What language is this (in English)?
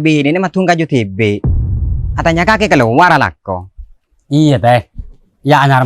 Madurese